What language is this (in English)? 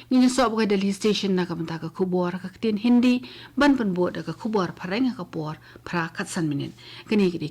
Khasi